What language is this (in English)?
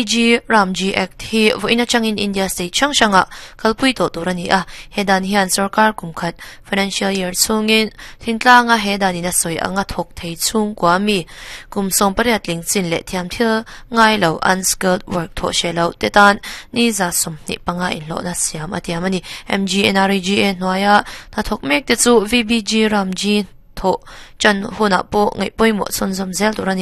Mizo